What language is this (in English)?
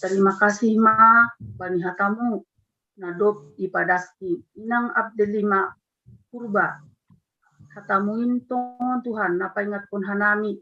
Batak Simalungun